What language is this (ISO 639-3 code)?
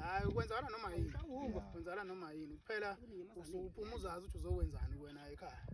zul